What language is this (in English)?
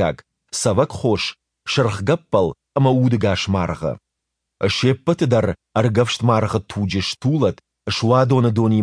Ossetic